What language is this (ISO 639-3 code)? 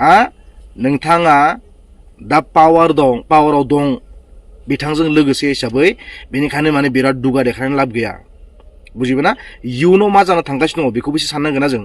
brx